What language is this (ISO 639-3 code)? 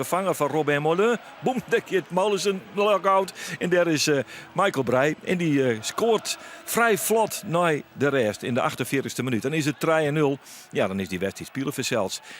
fry